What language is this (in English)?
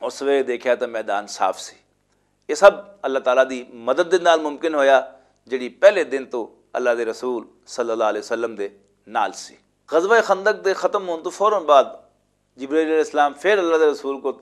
Western Panjabi